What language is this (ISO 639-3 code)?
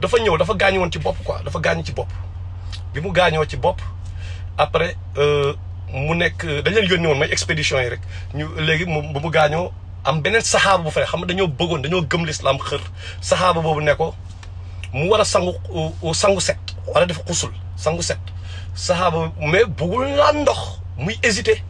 wol